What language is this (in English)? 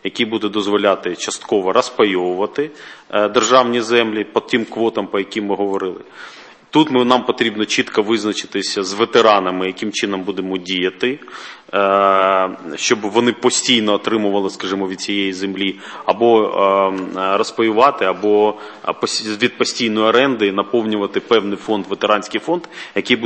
Ukrainian